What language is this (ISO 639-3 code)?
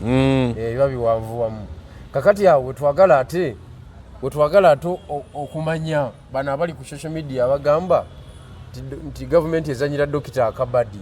lug